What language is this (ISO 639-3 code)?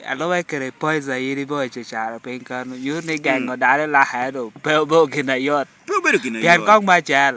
laj